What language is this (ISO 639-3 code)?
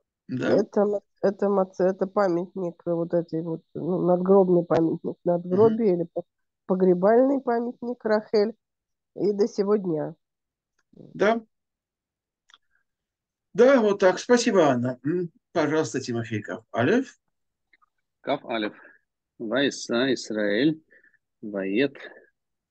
rus